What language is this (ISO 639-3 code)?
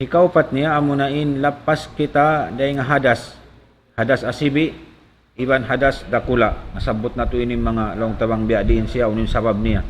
tsg